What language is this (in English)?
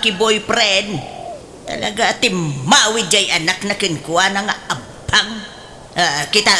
Iloko